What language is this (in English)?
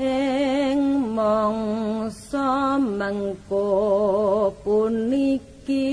Javanese